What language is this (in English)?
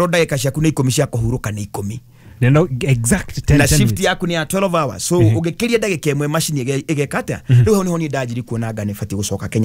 Kikuyu